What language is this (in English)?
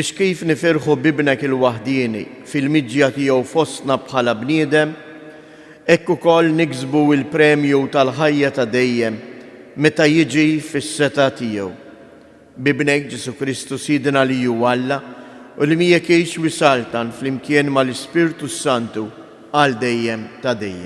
Maltese